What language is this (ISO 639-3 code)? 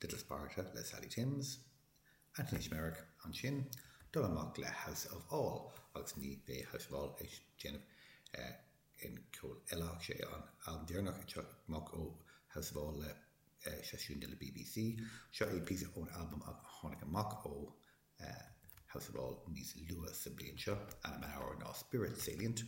gle